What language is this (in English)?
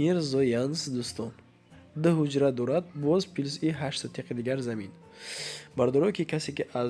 Tajik